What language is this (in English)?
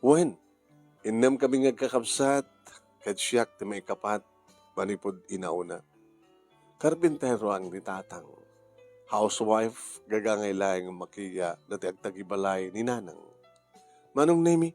Iloko